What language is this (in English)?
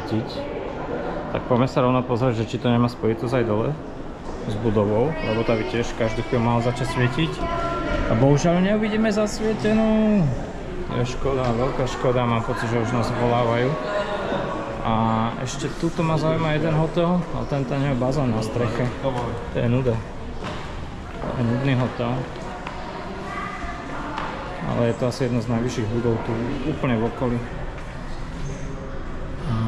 Slovak